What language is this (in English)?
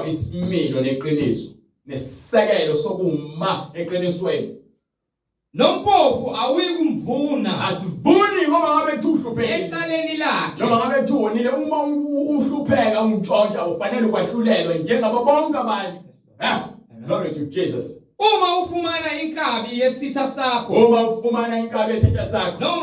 Zulu